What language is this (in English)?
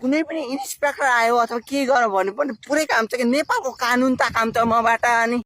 Nepali